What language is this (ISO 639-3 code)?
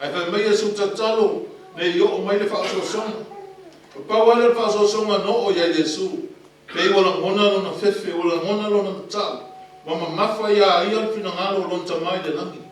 smo